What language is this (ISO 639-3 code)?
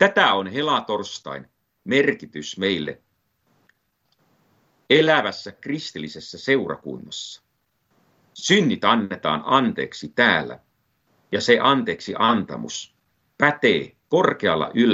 fin